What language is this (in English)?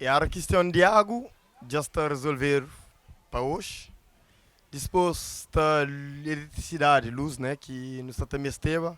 Kabuverdianu